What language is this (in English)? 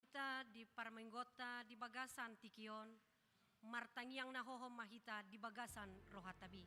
Batak Toba